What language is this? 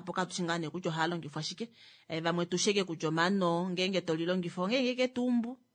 Kuanyama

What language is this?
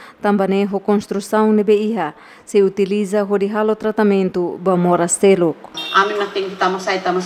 Tetum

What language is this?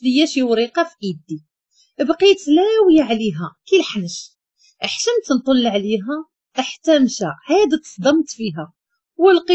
Moroccan Arabic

